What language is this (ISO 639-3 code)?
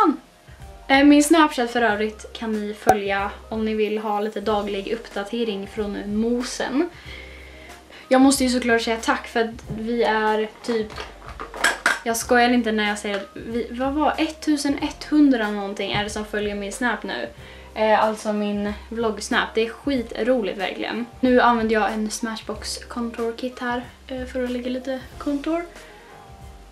swe